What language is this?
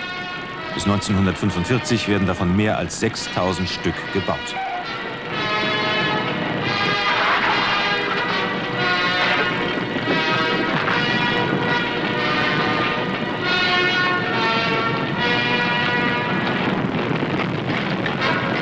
German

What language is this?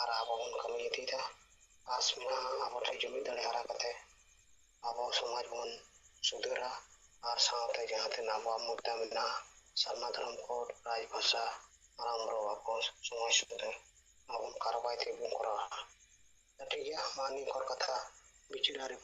Santali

